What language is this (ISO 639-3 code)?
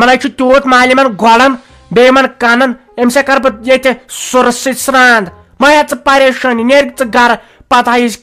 kas